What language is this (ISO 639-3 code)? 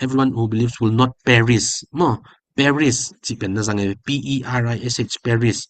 ctd